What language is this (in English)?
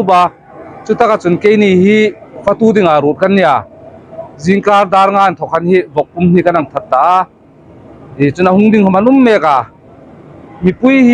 Hmar